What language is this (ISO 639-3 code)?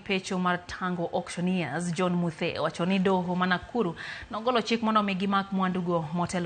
luo